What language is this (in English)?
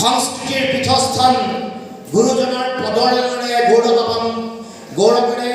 Assamese